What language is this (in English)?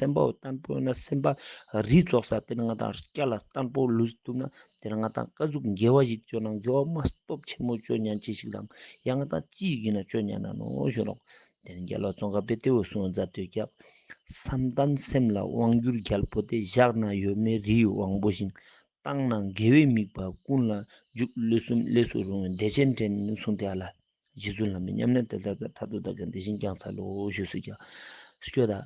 Ladakhi